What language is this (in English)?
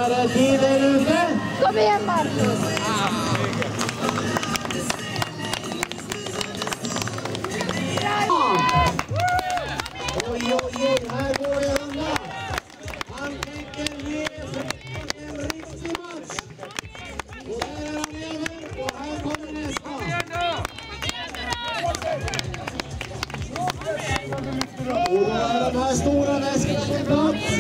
Swedish